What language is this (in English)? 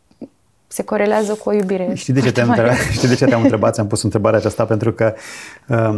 Romanian